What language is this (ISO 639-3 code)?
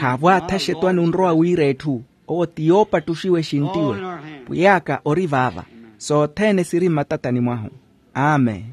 vmw